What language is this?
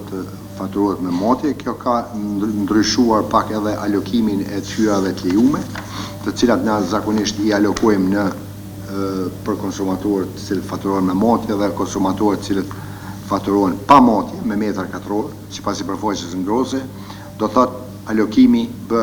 Albanian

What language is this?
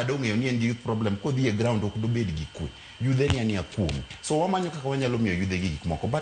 Luo (Kenya and Tanzania)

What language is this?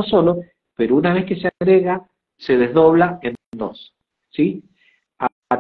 Spanish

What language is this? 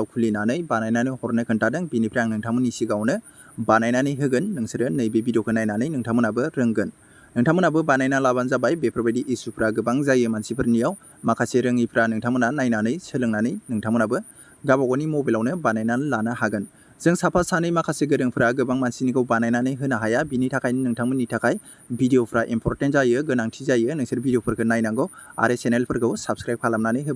Bodo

